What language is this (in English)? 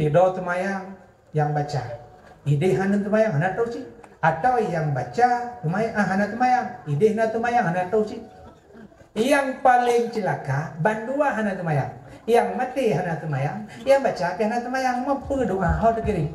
Achinese